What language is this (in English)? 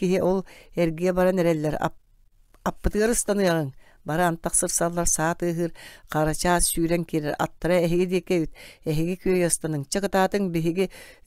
Yakut